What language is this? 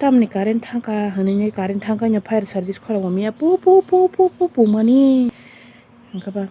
Kok Borok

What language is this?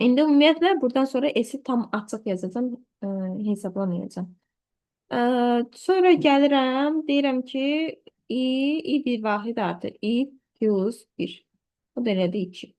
Azerbaijani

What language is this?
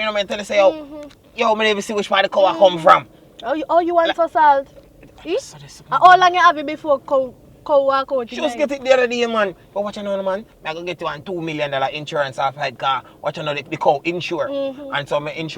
Jamaican Creole English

